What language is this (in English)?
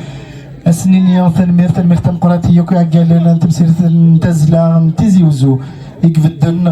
Kabyle